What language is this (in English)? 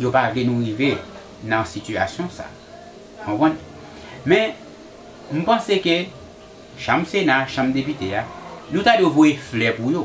Haitian Creole